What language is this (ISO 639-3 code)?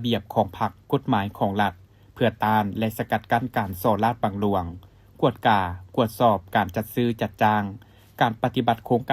lao